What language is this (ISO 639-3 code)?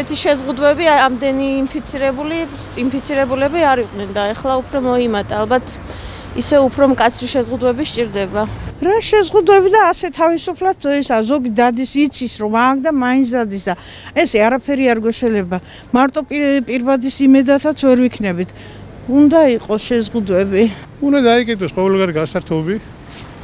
kat